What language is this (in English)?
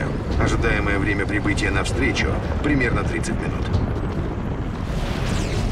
Russian